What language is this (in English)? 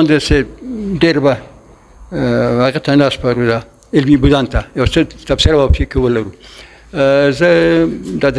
Pashto